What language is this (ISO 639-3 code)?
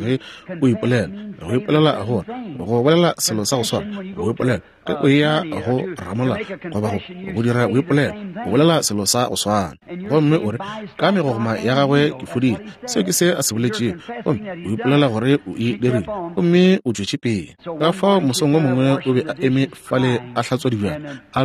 nso